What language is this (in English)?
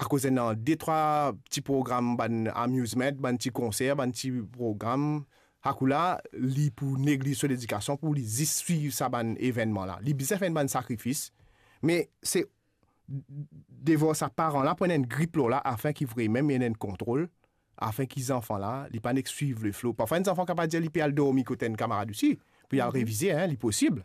Morisyen